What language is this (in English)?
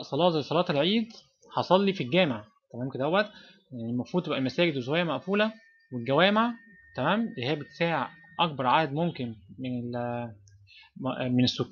Egyptian Arabic